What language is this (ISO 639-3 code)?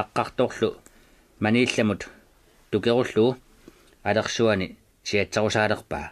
kal